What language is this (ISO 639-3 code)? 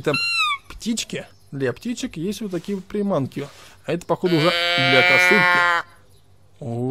rus